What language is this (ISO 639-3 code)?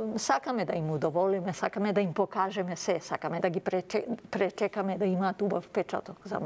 mkd